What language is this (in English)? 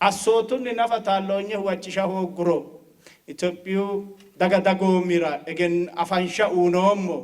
Sidamo